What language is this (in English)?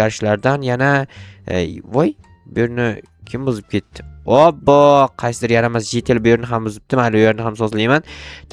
Uzbek